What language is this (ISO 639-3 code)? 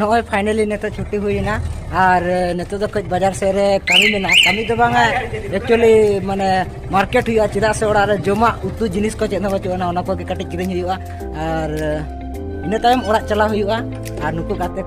sat